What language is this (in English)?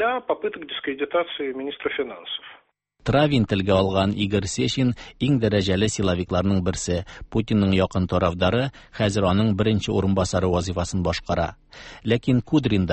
Tatar